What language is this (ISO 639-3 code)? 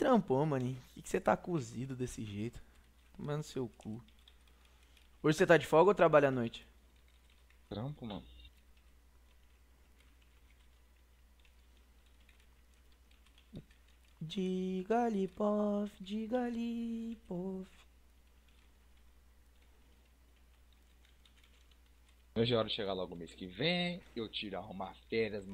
por